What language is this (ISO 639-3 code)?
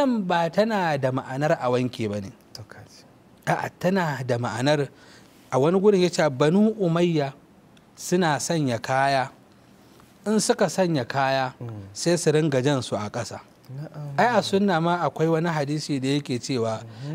hau